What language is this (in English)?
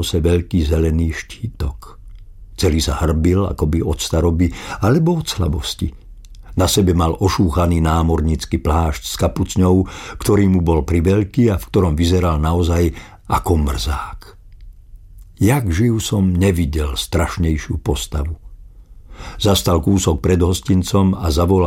Slovak